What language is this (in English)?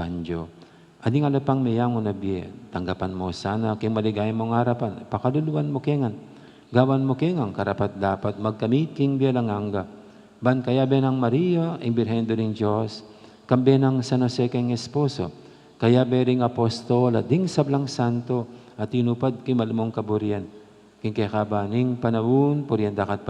Pampanga